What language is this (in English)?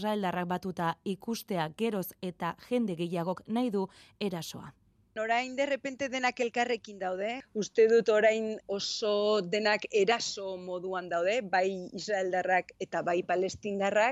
Basque